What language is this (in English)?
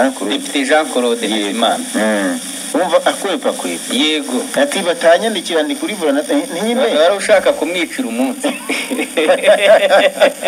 Kinyarwanda